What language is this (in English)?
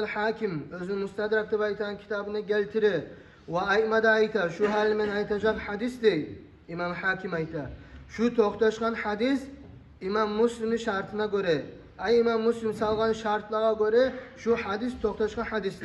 Kumyk